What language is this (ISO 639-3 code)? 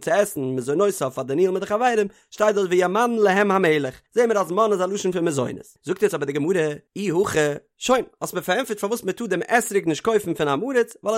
yid